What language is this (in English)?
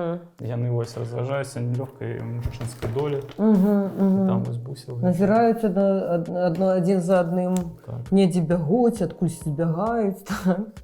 Belarusian